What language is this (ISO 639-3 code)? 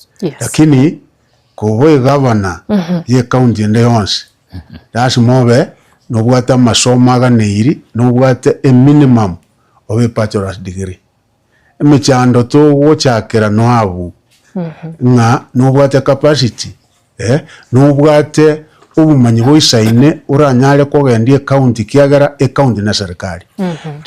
guz